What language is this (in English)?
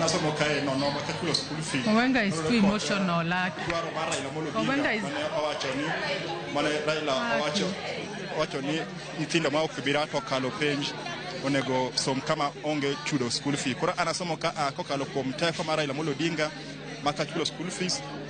Luo (Kenya and Tanzania)